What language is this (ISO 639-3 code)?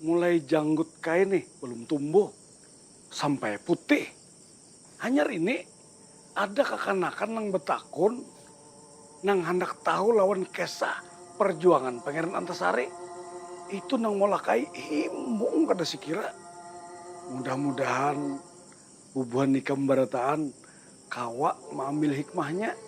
bjn